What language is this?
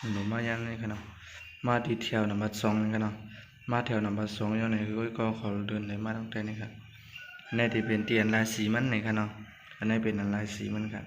Shan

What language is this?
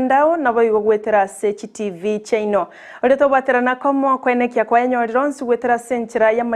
Gusii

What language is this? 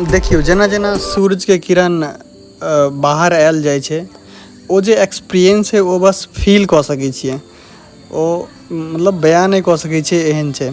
Maithili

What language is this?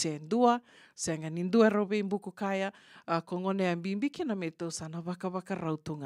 Fijian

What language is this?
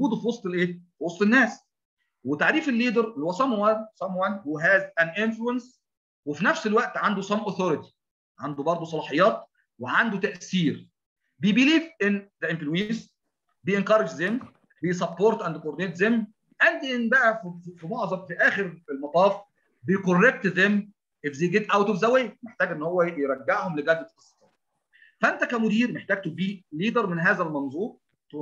Egyptian Arabic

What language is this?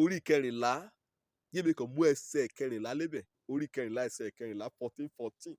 Yoruba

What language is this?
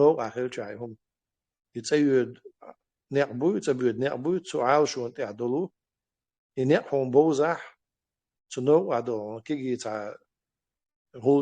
Chechen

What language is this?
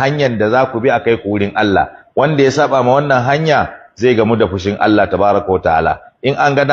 Hausa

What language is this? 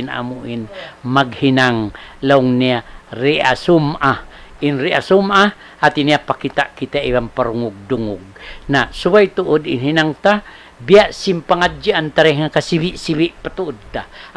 Tausug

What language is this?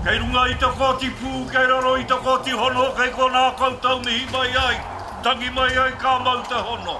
Māori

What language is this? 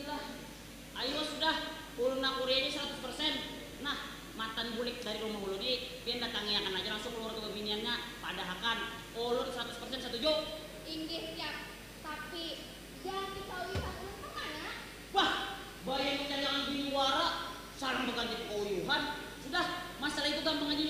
Banjar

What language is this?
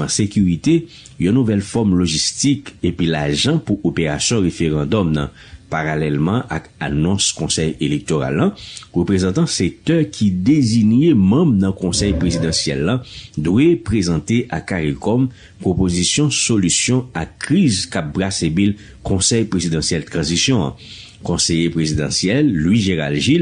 Haitian Creole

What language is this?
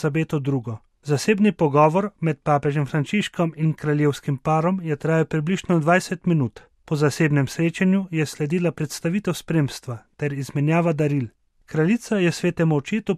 Slovenian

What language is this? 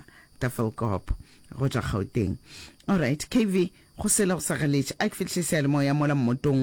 Northern Sotho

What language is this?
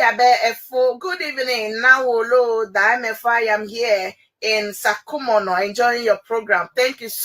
Ewe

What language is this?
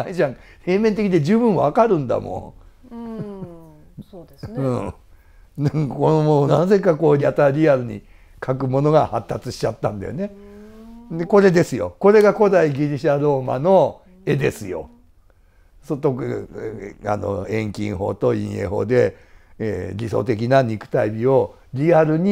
Japanese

